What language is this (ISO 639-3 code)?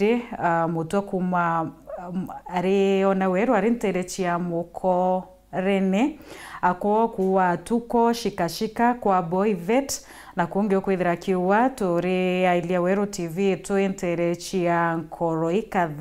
mer